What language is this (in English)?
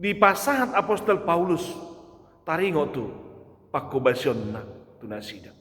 Batak Toba